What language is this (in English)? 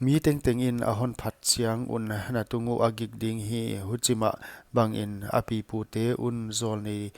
Paite Chin